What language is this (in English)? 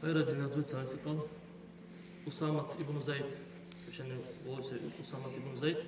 Dargwa